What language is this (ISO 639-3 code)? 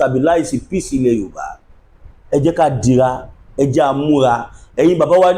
yor